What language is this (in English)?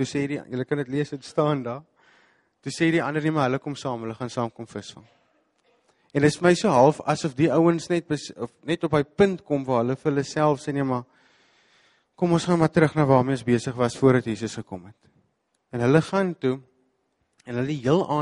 Afrikaans